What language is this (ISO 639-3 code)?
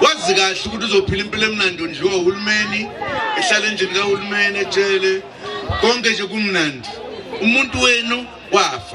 zul